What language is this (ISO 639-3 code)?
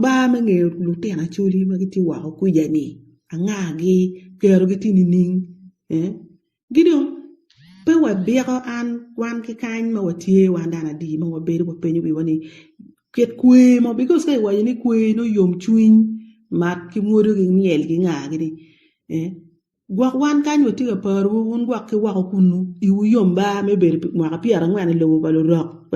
ach